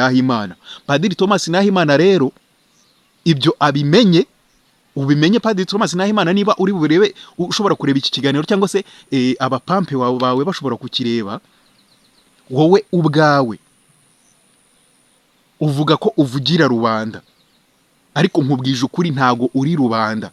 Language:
Kinyarwanda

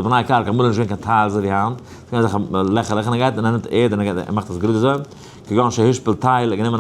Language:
Yiddish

